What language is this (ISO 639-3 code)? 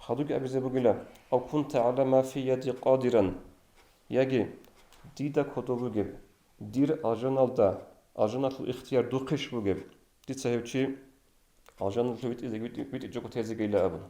ava